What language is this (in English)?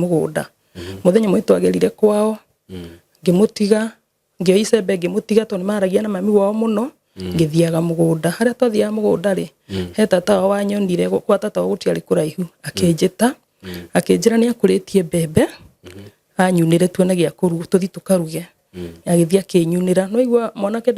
Kikuyu